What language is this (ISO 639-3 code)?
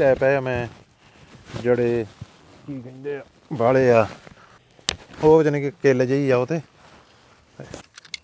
pan